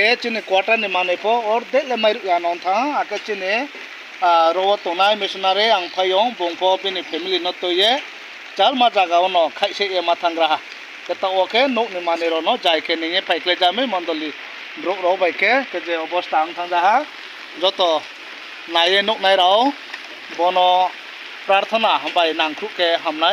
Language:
Riang (India)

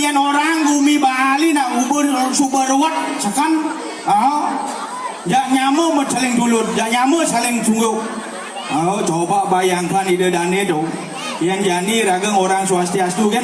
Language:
Balinese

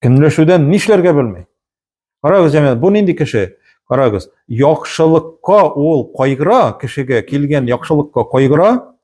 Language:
Tatar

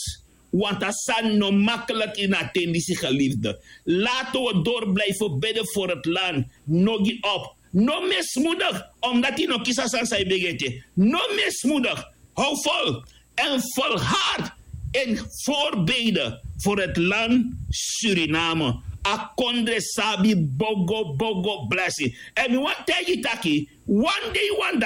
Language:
Sranan Tongo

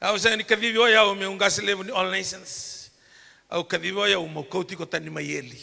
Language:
Fijian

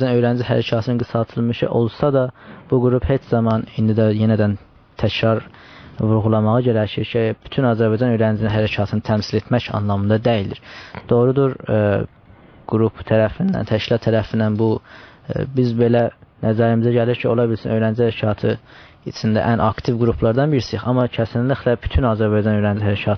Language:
South Azerbaijani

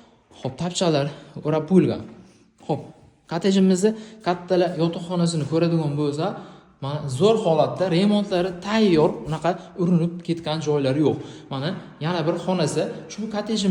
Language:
Uzbek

